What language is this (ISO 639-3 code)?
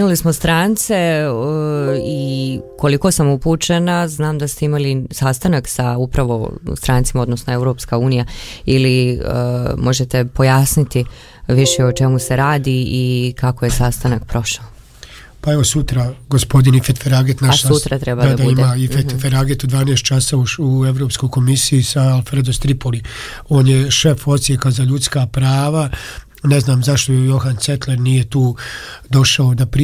bos